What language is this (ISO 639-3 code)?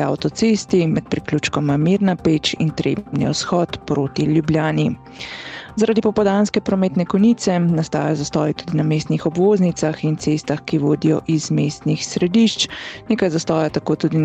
slv